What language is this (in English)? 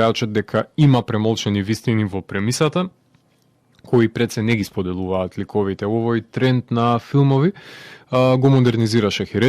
Macedonian